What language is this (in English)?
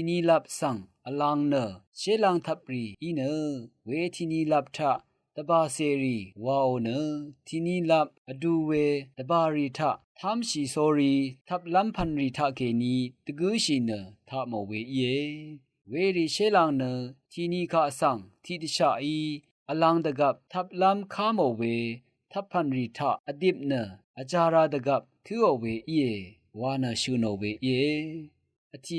Rawang